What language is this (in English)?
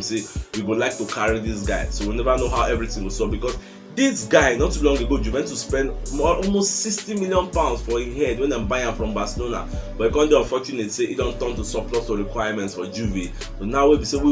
Nigerian Pidgin